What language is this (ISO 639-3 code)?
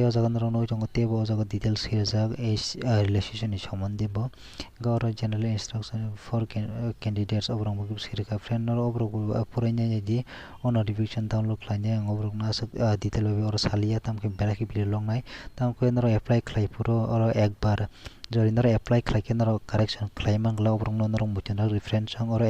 trp